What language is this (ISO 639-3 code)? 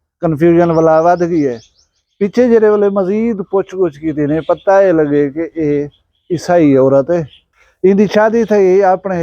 skr